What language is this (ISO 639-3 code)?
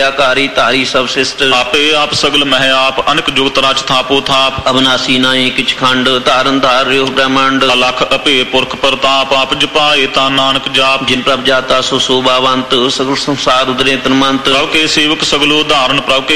pan